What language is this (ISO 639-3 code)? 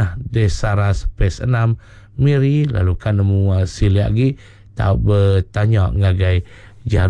iba